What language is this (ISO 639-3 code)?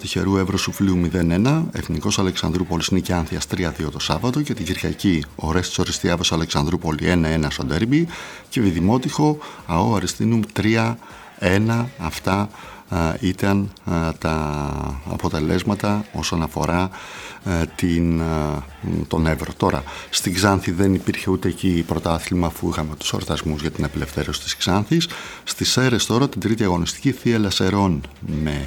ell